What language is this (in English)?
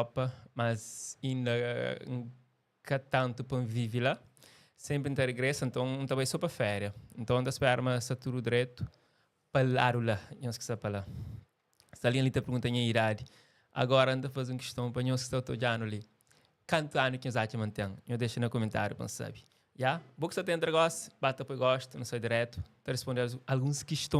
Kabuverdianu